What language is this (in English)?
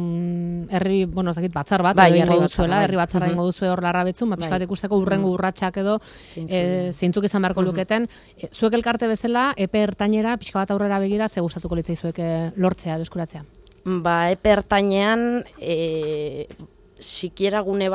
Basque